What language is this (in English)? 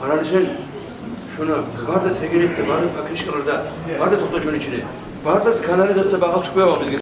Kumyk